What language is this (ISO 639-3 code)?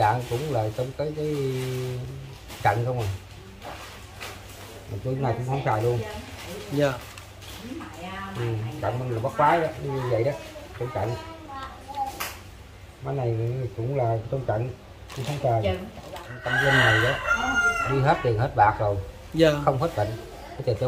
vie